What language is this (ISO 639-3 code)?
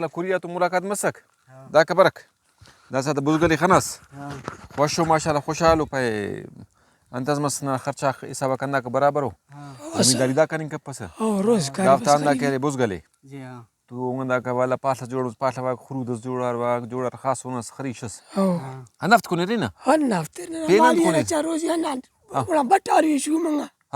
brh